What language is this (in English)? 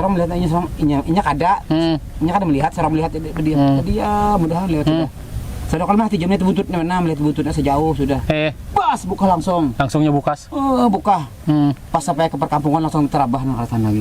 Banjar